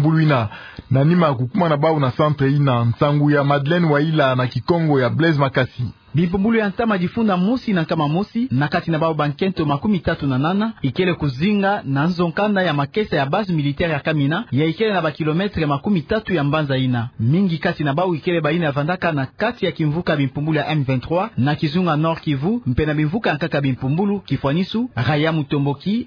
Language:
Kituba (Democratic Republic of Congo)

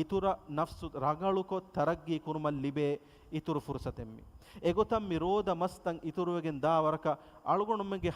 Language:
Divehi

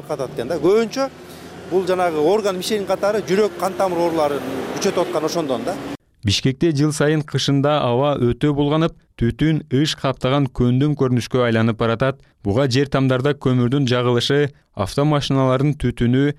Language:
Kyrgyz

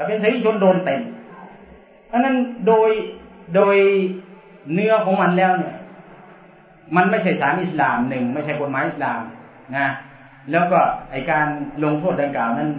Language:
Thai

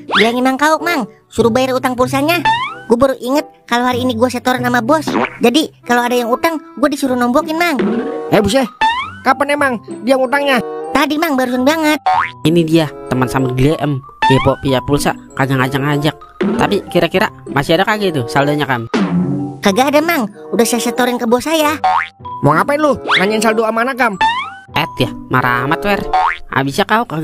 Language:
Betawi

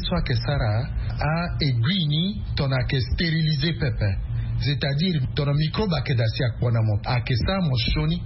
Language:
Sango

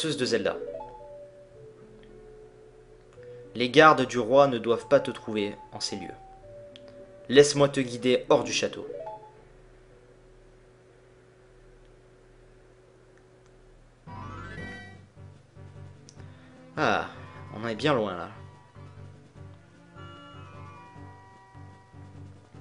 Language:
French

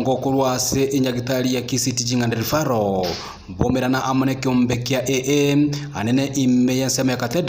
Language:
Gusii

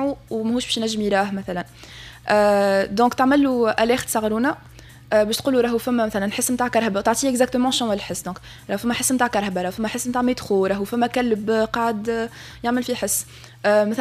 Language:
Tunisian Arabic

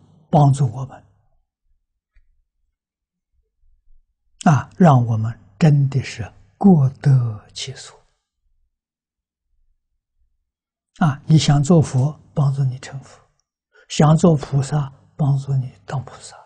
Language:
Chinese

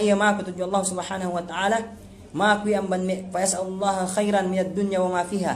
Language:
Yakan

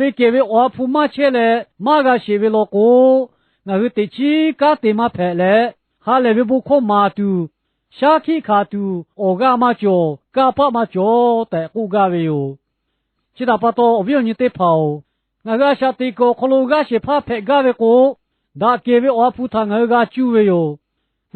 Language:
Lahu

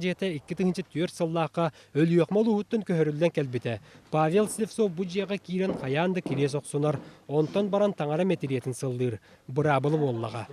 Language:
Yakut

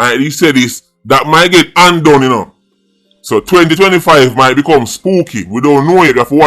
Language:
Jamaican Creole English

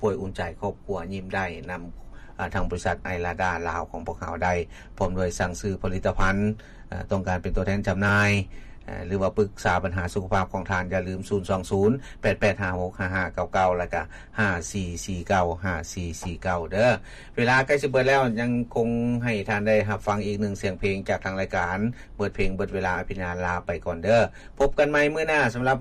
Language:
Lao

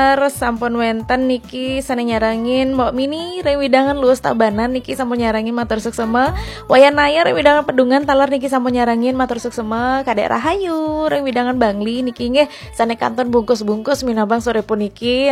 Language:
Balinese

